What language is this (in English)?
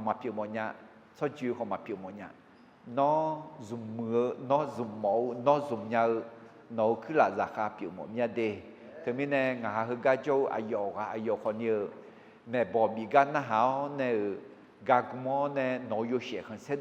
Akha